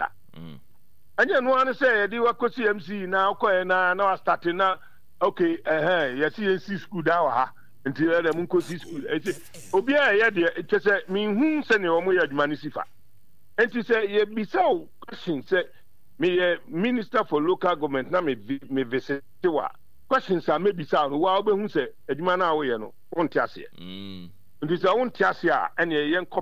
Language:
Akan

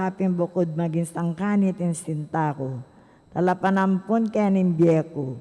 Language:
Pampanga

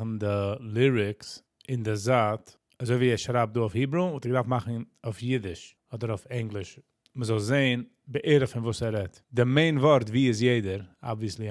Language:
Yiddish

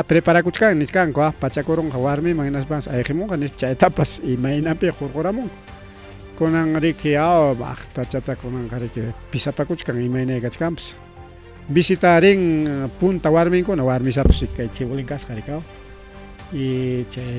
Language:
Ayacucho Quechua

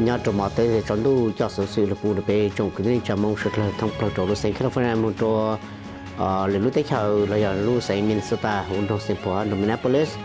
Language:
Hmong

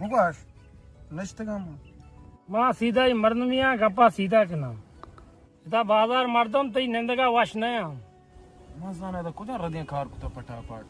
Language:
Baluchi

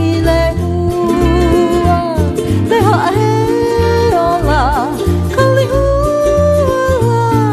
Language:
Hawaiian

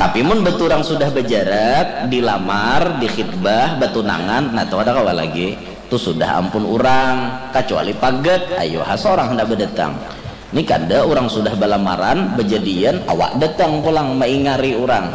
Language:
Banjar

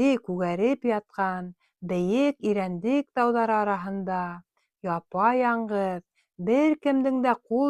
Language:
Bashkir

